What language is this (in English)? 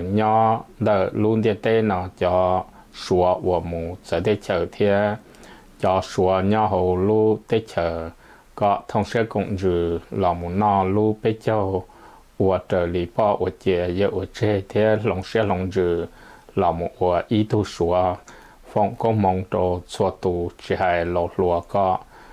Hmong